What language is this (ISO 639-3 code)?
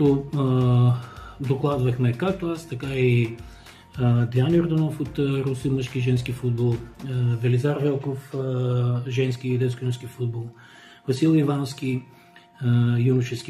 bul